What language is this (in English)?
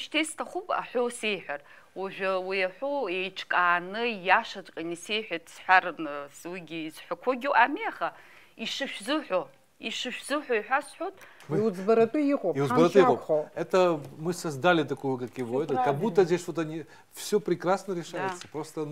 Abkhazian